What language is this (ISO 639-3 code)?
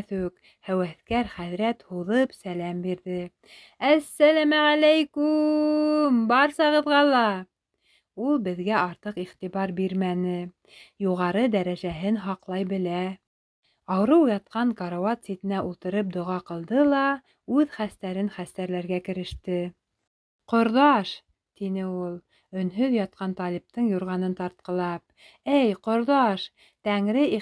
bak